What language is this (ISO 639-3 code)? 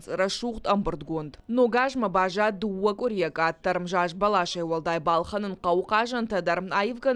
oss